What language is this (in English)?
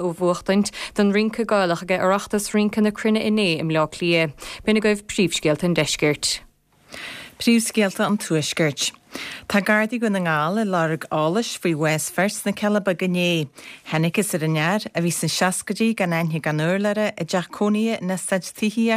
Irish